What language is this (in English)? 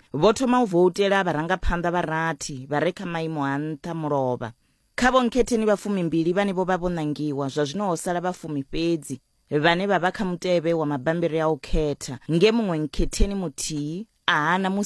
Venda